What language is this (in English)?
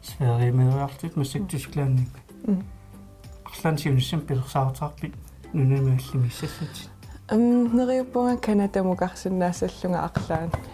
Kalaallisut